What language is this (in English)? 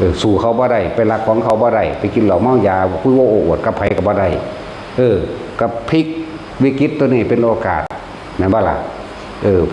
Lao